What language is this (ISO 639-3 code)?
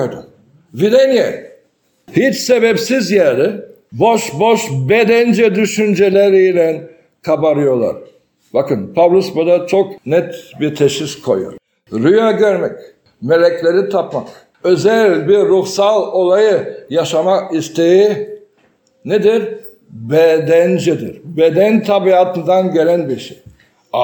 tur